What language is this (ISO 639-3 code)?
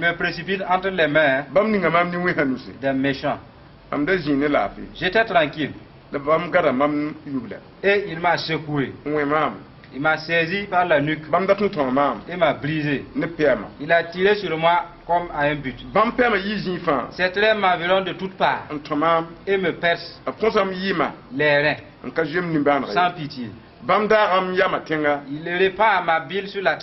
mos